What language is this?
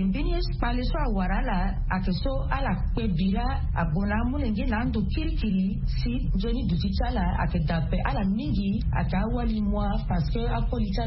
Sango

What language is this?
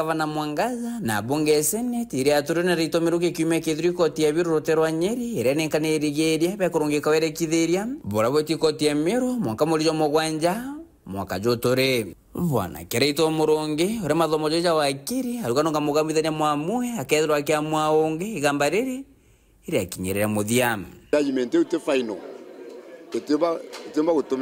Meru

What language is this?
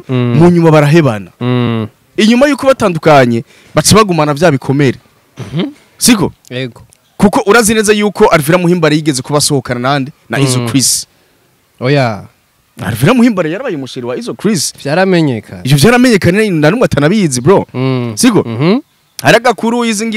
Rundi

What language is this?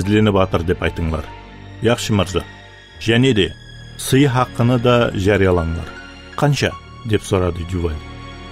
Kara-Kalpak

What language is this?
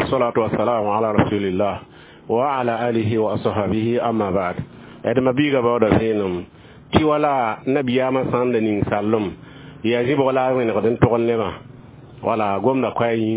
Mossi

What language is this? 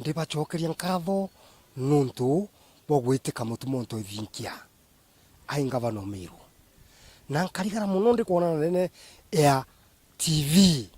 Meru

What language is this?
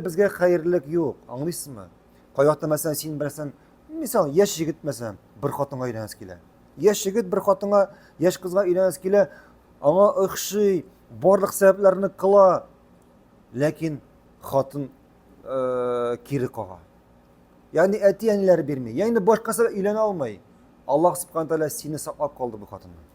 Tatar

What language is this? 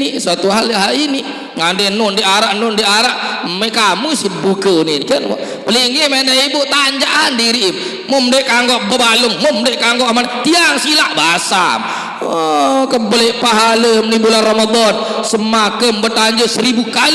Sasak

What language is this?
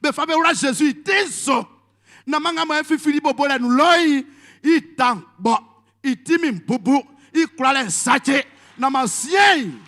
Baoulé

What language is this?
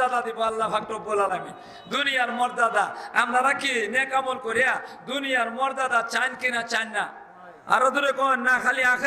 Sylheti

